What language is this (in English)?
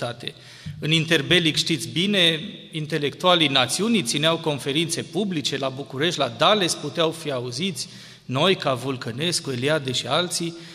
Romanian